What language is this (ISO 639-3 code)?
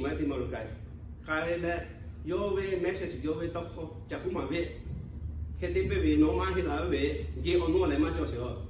lhu